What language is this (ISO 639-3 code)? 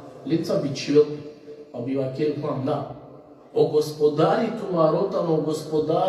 rmn